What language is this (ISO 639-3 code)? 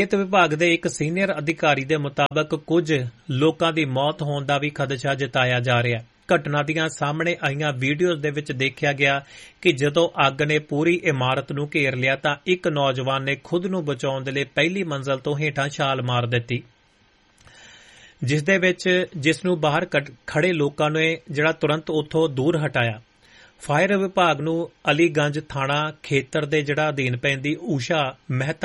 pan